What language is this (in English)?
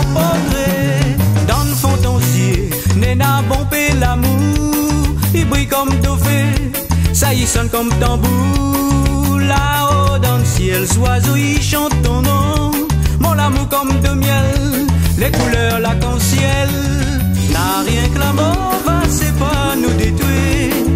Réunion Creole French